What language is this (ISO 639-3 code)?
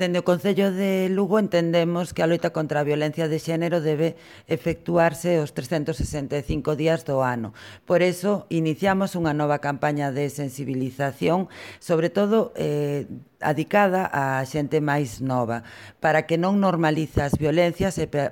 glg